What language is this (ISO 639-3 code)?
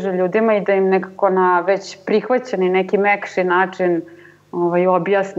srp